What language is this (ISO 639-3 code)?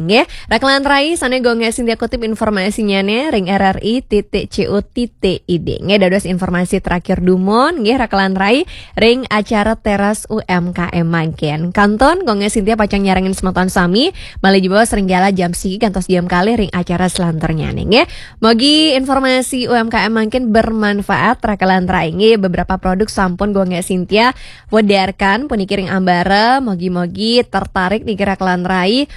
ban